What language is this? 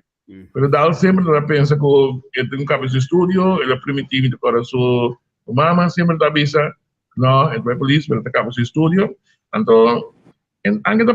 Papiamento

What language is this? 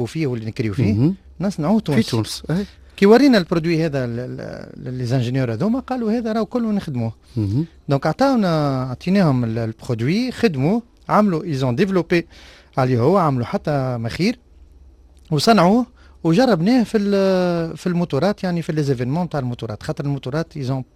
Tunisian Arabic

